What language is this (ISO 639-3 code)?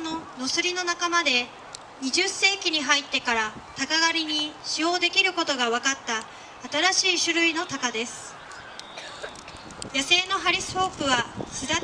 jpn